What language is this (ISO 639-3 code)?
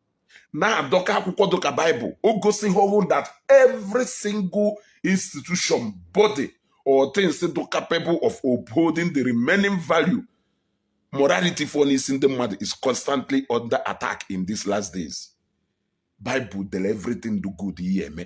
ibo